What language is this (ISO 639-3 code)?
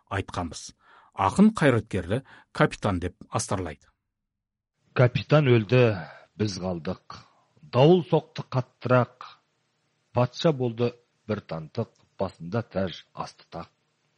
kaz